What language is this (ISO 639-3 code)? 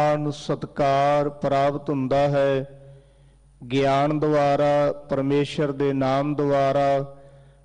pan